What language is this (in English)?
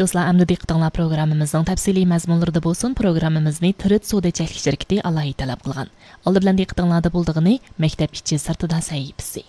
Uyghur